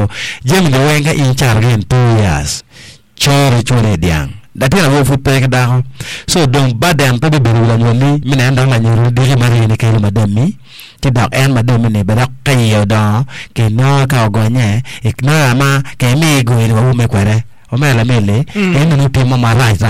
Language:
Acoli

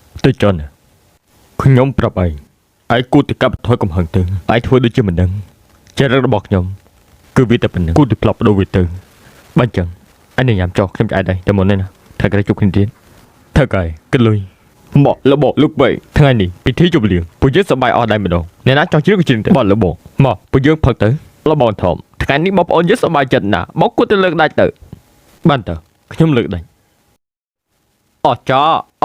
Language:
Khmer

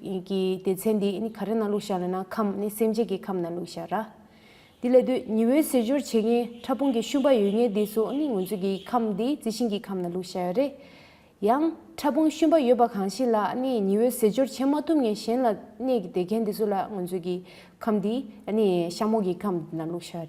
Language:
Tibetan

